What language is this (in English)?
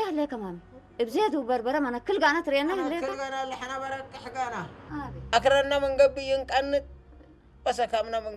Tigrinya